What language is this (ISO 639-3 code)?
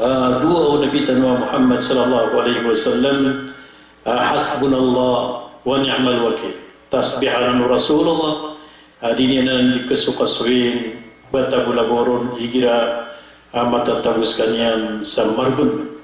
mrw